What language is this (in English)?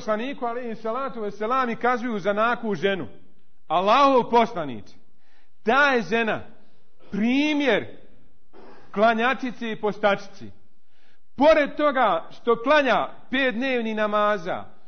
Bosnian